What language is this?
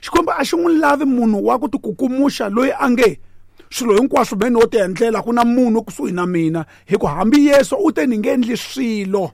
Tsonga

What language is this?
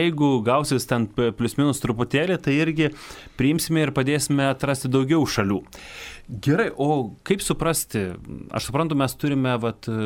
Lithuanian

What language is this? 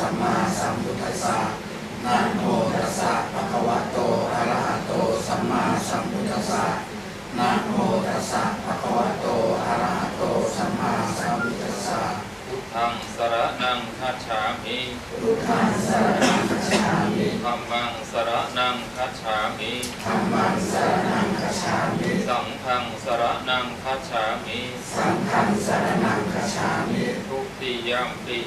Pali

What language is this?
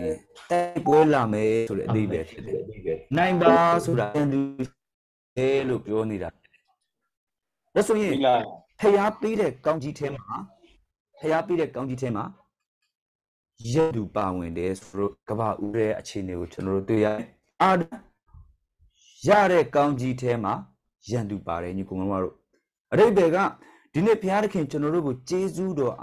Burmese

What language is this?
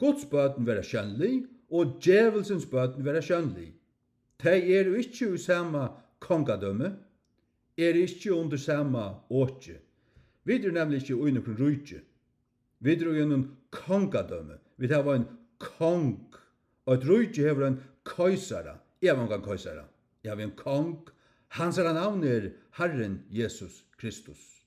Faroese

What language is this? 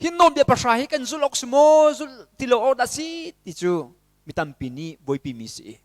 Hakha Chin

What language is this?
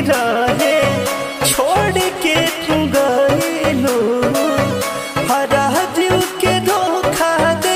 Bhojpuri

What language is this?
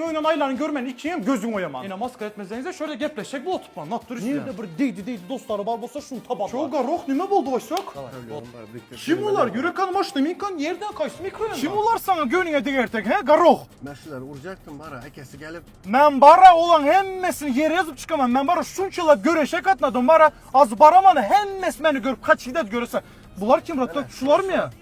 Turkmen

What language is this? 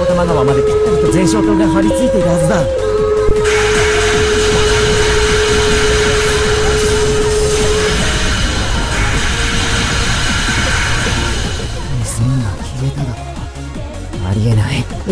Japanese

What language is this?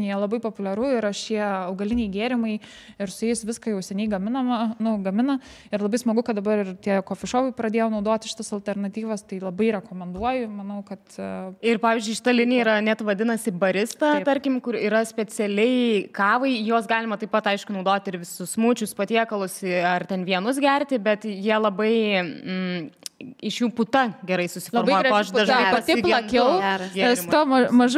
Lithuanian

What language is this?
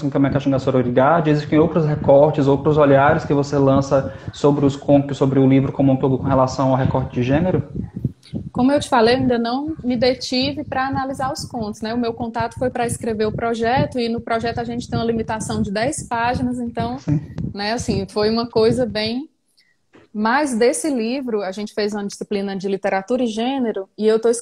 Portuguese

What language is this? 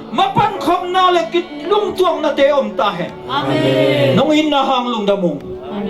Tedim Chin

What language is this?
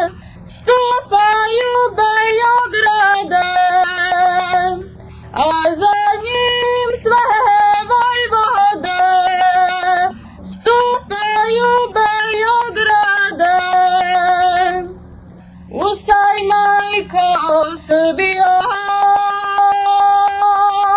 Serbian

